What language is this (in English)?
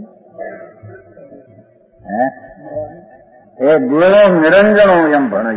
Gujarati